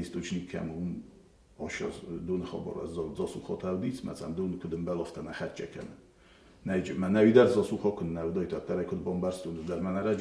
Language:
Ossetic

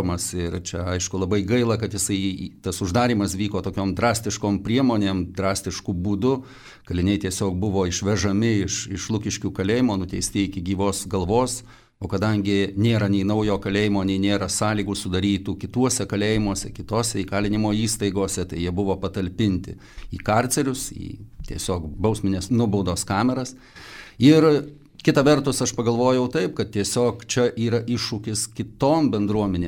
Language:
Lithuanian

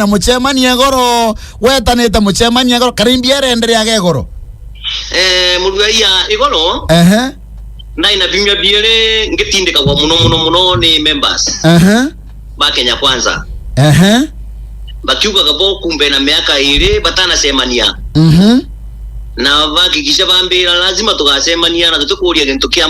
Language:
Meru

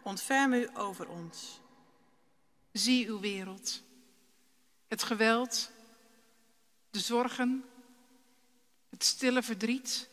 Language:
Dutch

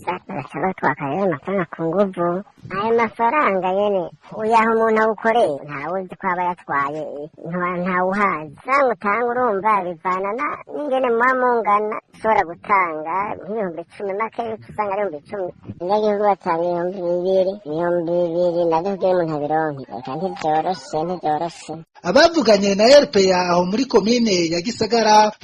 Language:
Rundi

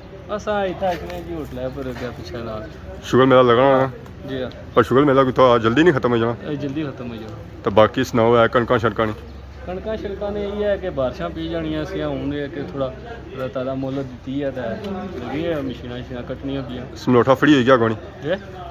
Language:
Pahari-Potwari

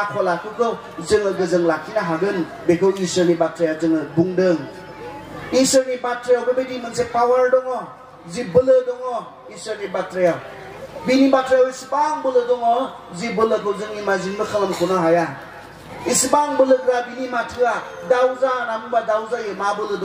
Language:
Bodo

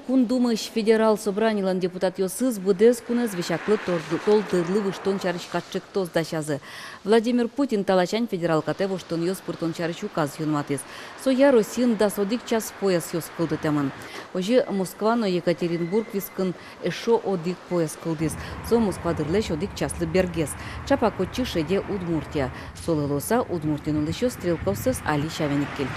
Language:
Udmurt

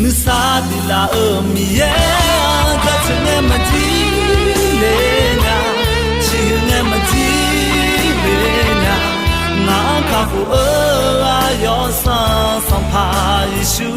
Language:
Akha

